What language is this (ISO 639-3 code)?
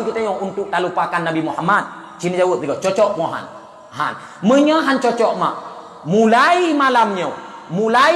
ace